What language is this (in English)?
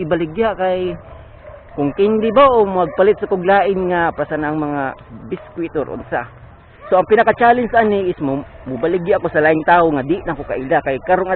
Cebuano